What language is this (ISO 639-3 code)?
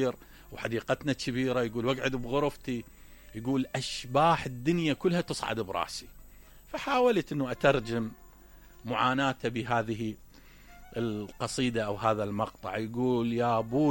acm